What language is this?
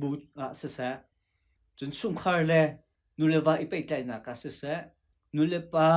Hakha Chin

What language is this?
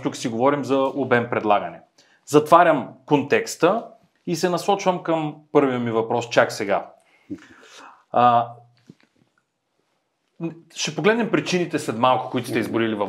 Bulgarian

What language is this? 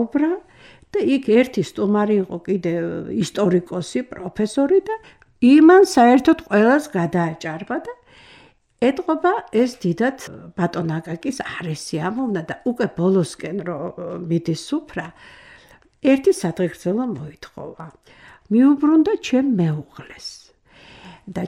Georgian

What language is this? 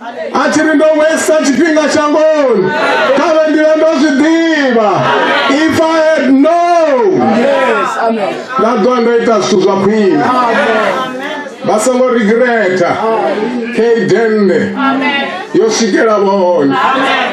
Venda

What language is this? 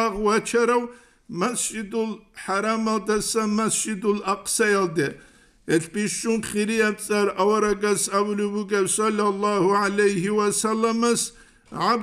Avaric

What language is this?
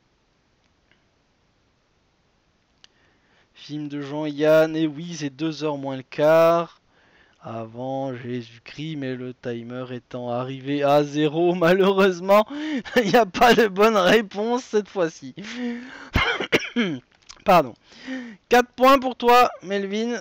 French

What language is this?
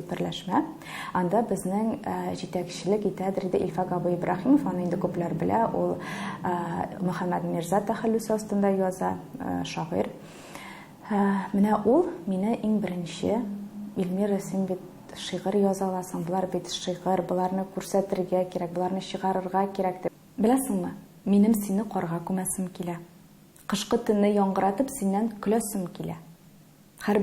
Tatar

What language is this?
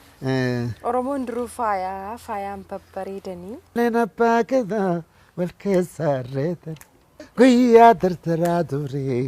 Oromo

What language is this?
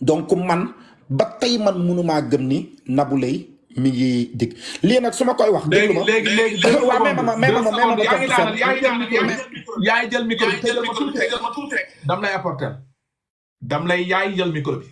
Wolof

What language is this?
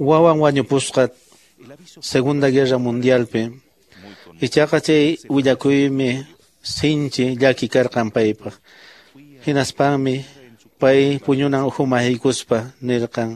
Quechua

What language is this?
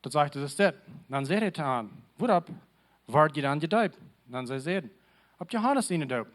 Plautdietsch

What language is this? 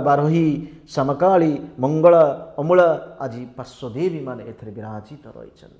Odia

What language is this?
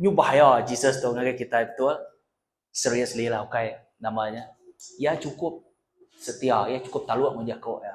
Iban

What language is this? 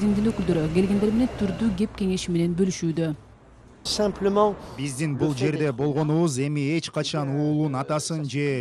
Kyrgyz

